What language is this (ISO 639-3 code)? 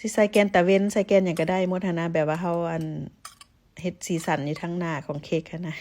lao